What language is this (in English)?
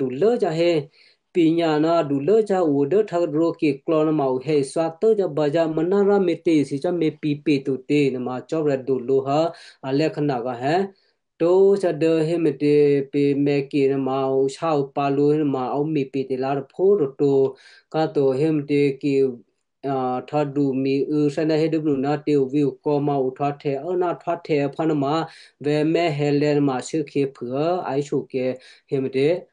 Western Kayah